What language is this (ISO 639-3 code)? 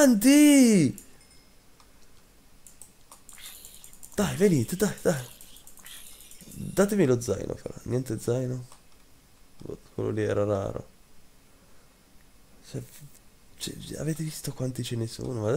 ita